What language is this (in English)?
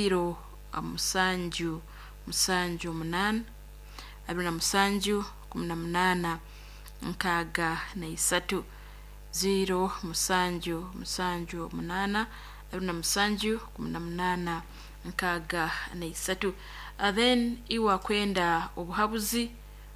Nyoro